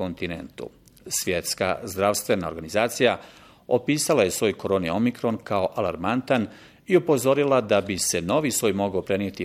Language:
Bosnian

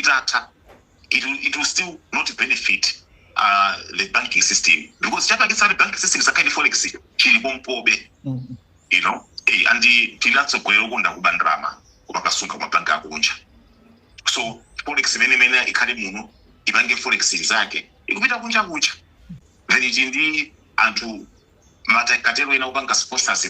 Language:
Nyanja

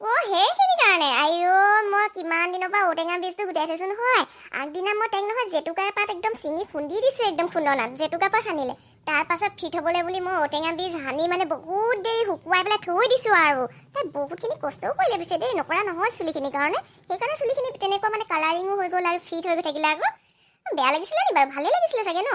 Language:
Assamese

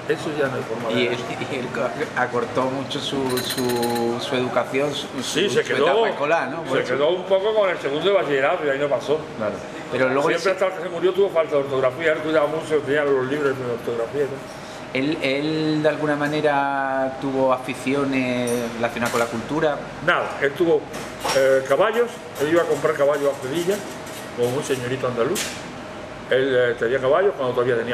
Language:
Spanish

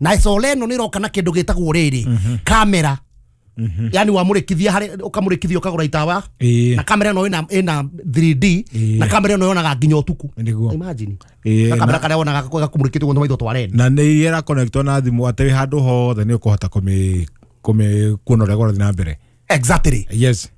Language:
Kikuyu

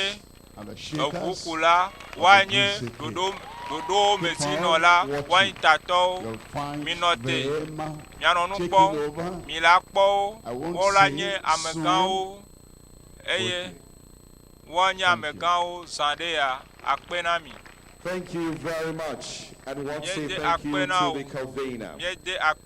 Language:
Ewe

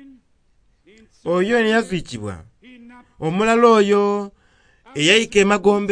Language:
Soga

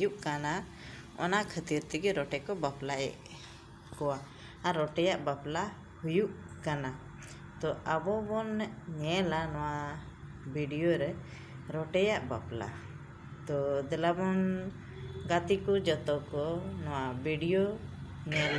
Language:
Santali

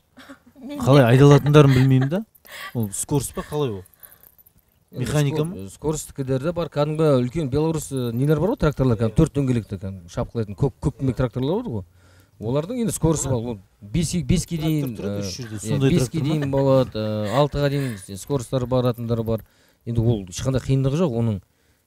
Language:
Kazakh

